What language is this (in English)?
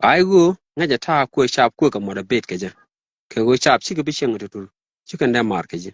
Nuer